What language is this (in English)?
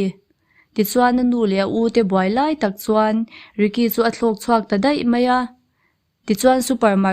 Mizo